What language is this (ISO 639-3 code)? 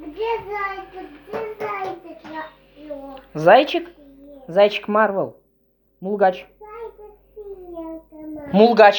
chv